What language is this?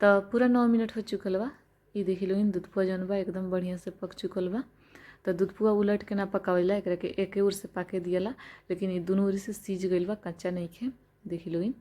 Bhojpuri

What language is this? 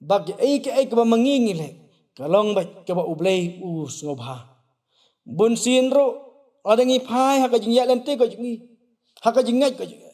Khasi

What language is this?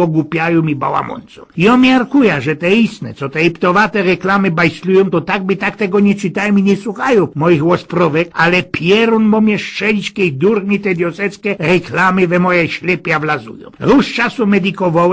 Silesian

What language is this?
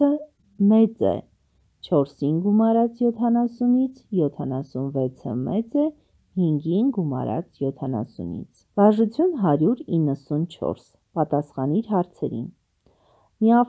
Armenian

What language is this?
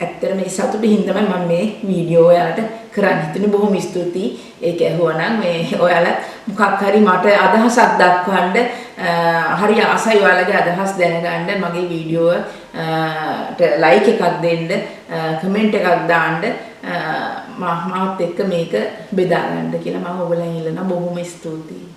Sinhala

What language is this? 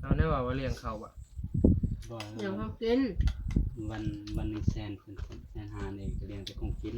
Northeastern Thai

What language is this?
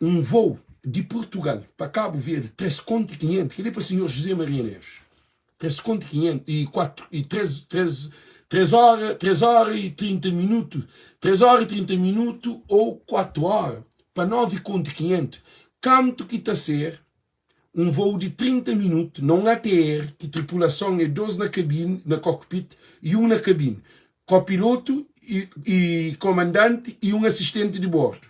Kabuverdianu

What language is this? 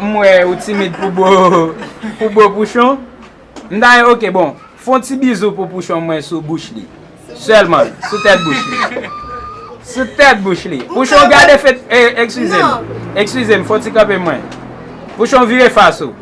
Haitian Creole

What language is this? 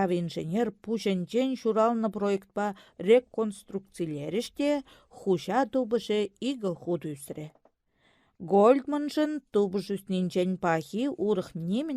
Chuvash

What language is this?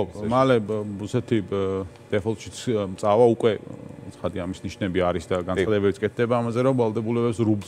Georgian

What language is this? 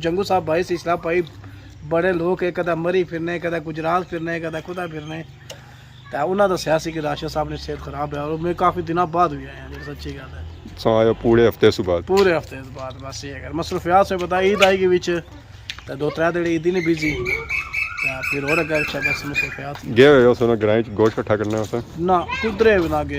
Pahari-Potwari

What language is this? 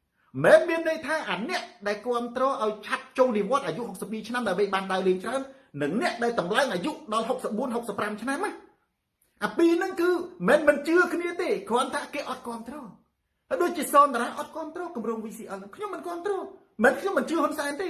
Khmer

